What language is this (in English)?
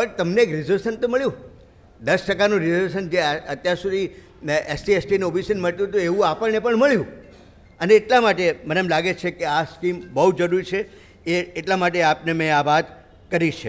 Gujarati